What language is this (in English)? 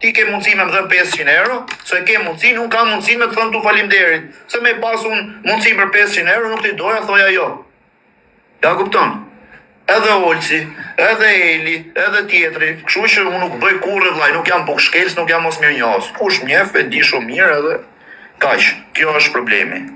Albanian